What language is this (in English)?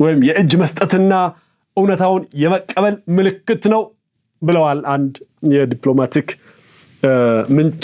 Amharic